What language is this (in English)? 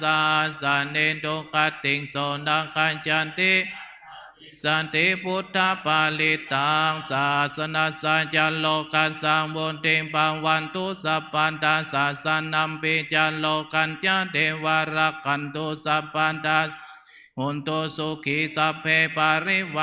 Pali